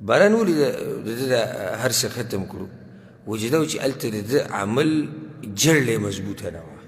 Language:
Pashto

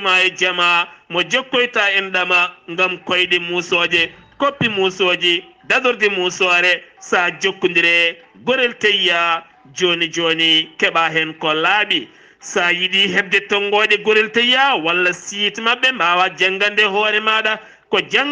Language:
Fula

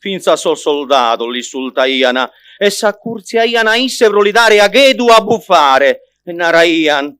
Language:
Sardinian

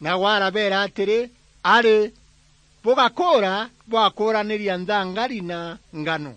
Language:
Meru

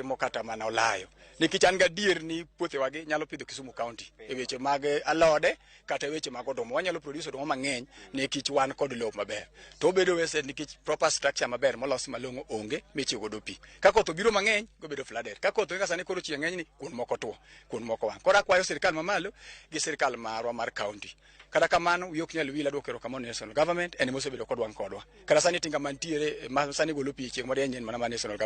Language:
Luo (Kenya and Tanzania)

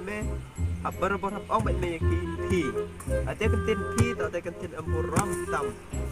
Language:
Khasi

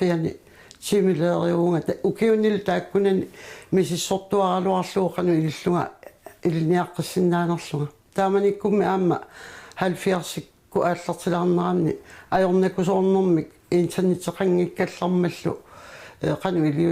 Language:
Kalaallisut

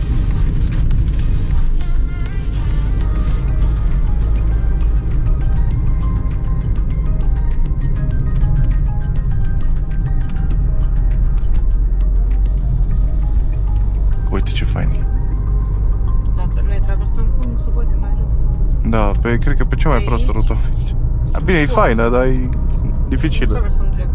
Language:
Romanian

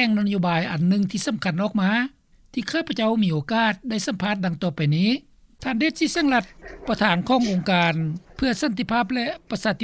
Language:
Lao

